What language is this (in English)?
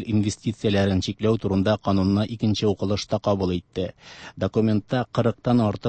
Tatar